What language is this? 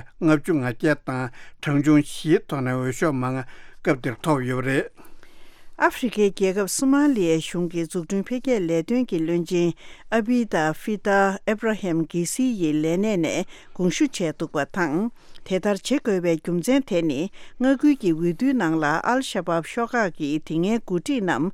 Tibetan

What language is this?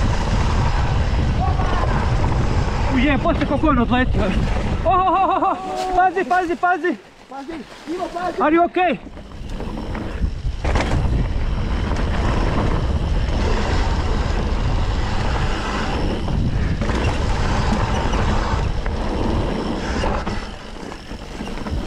Croatian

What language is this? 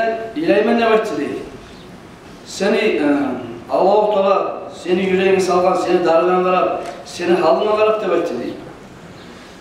Kumyk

